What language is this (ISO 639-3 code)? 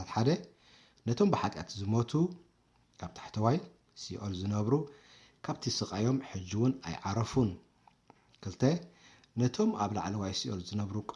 tir